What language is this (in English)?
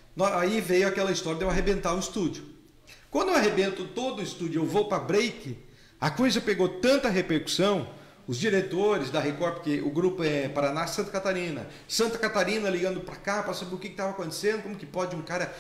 Portuguese